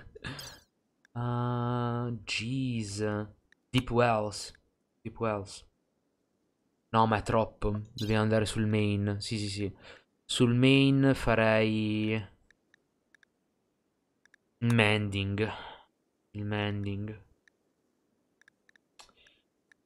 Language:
Italian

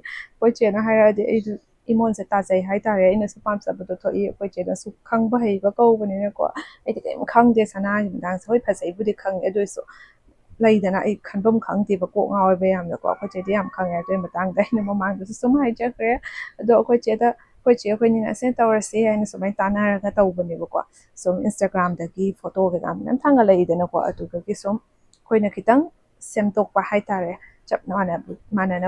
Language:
Manipuri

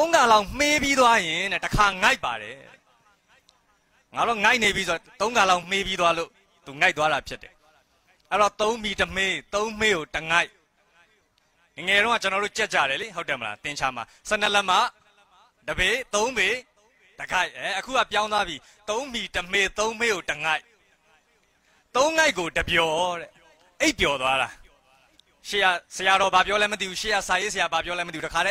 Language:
Burmese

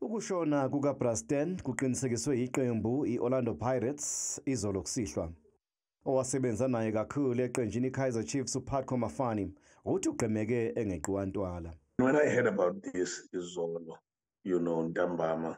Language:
Zulu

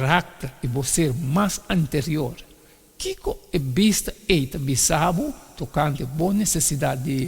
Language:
Papiamento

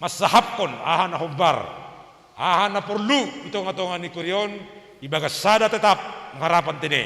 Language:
Batak Simalungun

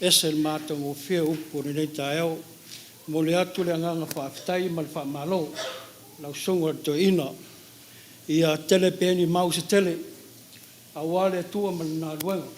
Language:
Samoan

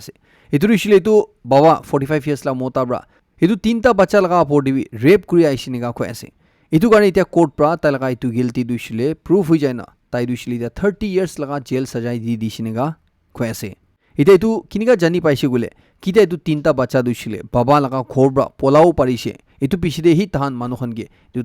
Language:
Naga Pidgin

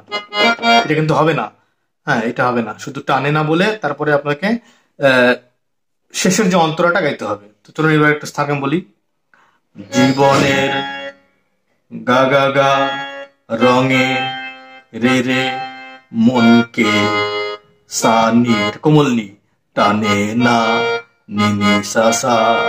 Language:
Bangla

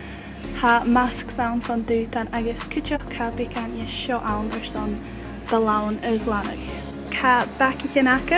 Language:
Scottish Gaelic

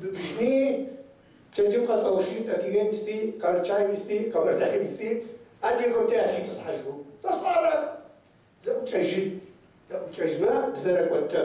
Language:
Kabardian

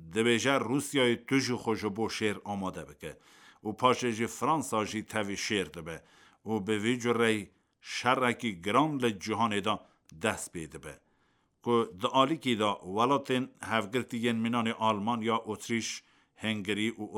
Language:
Kurdish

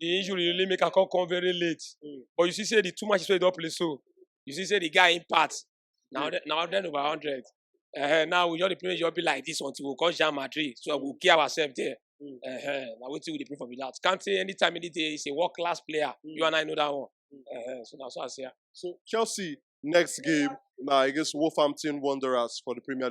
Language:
Nigerian Pidgin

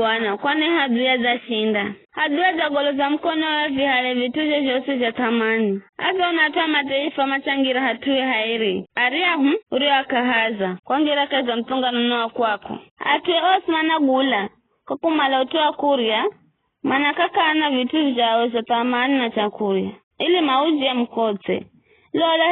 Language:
Giryama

